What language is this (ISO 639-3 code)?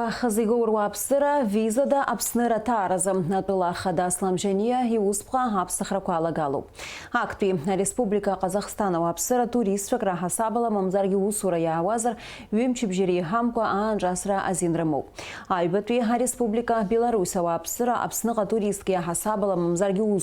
abk